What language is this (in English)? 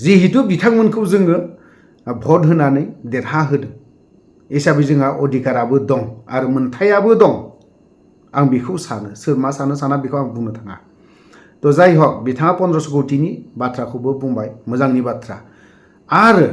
Bodo